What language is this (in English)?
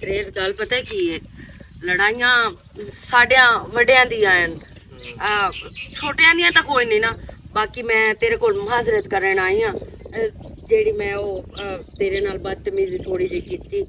Western Panjabi